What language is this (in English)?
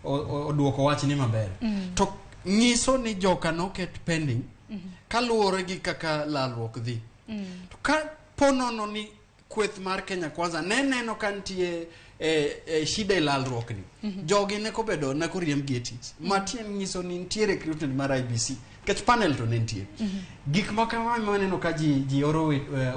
Luo (Kenya and Tanzania)